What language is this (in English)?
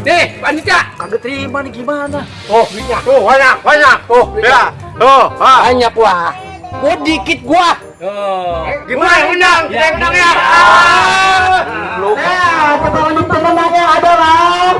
Betawi